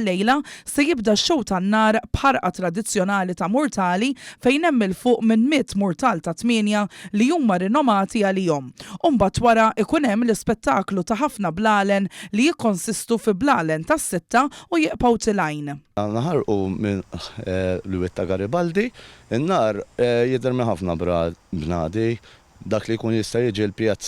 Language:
Maltese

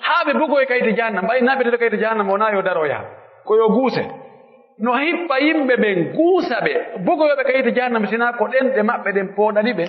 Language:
Pular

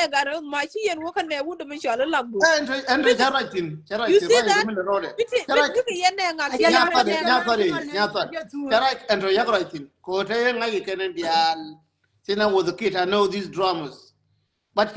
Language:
Nuer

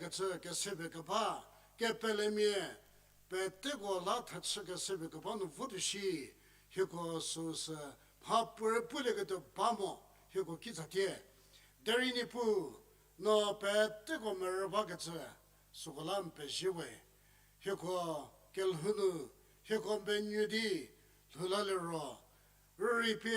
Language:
Angami Naga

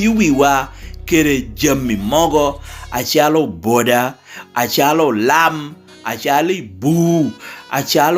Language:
Lango (Uganda)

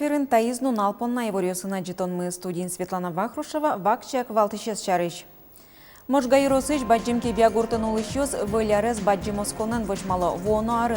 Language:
Udmurt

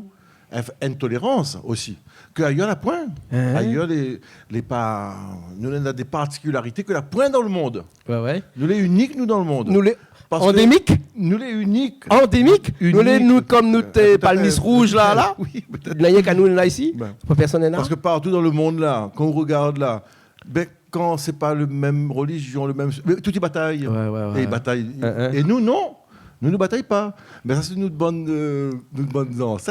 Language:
Réunion Creole French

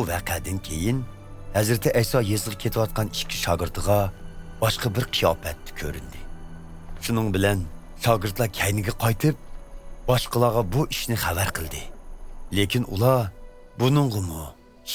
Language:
Uyghur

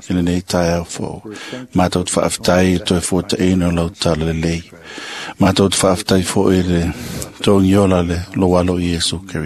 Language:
Samoan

